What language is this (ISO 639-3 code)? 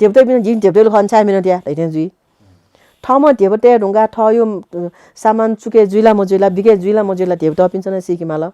new